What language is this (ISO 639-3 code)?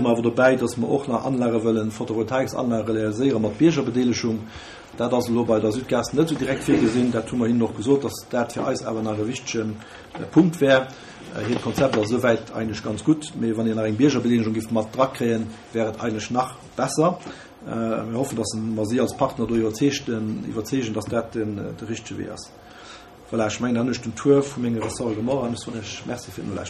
ltz